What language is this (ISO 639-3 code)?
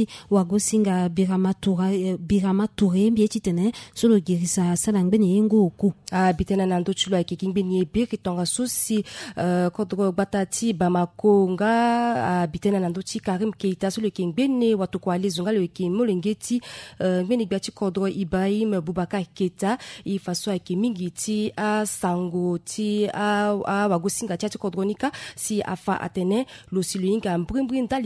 sag